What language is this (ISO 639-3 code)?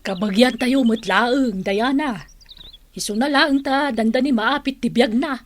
ilo